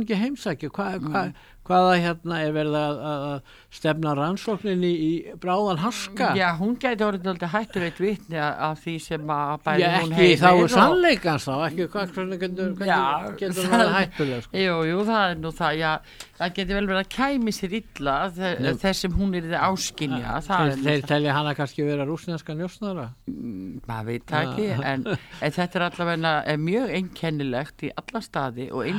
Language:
Icelandic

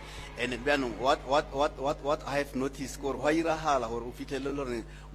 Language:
Northern Sotho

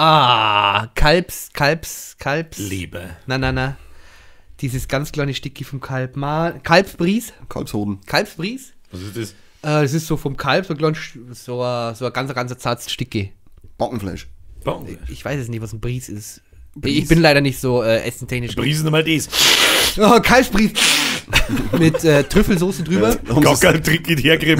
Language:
Bavarian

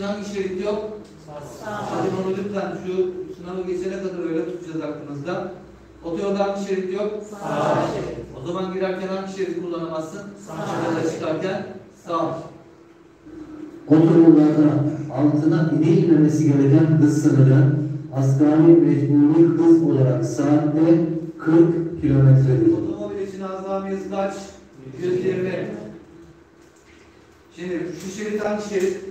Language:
Turkish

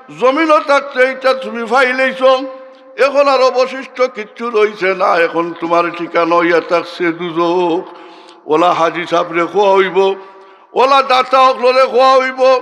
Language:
Sylheti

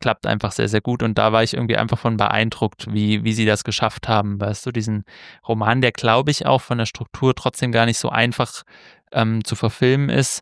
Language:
German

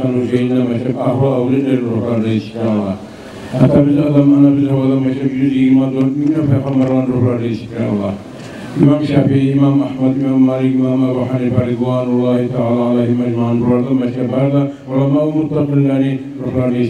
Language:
Kumyk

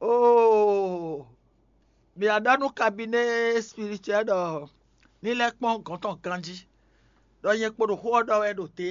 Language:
Fon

